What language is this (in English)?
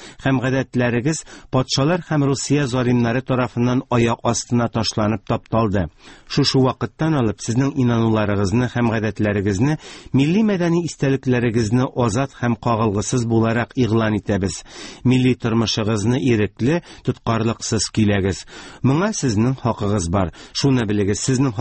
Tatar